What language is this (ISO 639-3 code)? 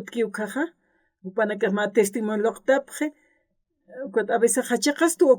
aym